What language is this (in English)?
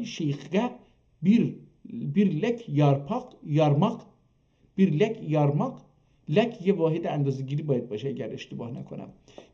South Azerbaijani